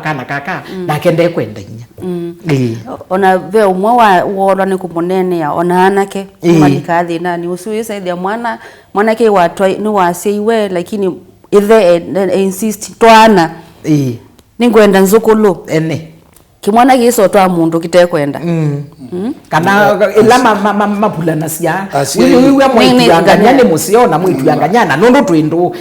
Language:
Kamba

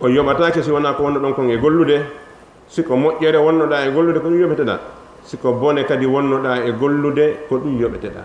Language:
Fula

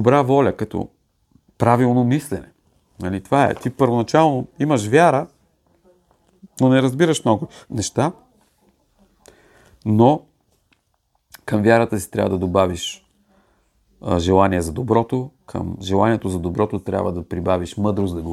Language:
Bulgarian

